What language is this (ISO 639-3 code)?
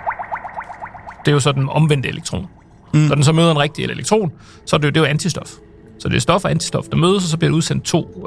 dan